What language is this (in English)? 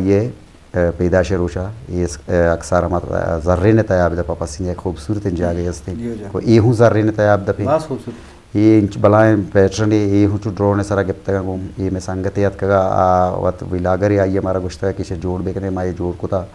Eastern Balochi